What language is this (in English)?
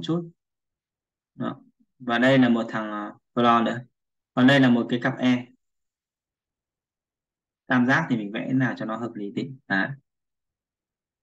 Vietnamese